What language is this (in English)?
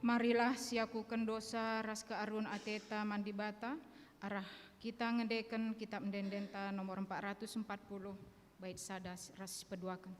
Batak Karo